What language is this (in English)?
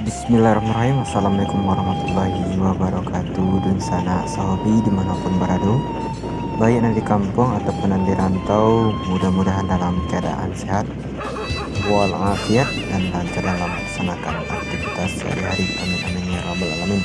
Minangkabau